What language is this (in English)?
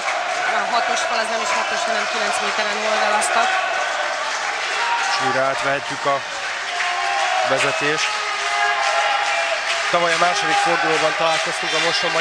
Hungarian